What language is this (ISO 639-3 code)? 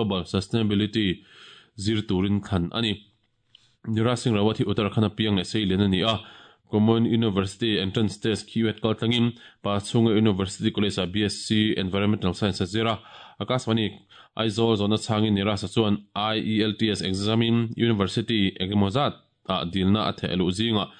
lus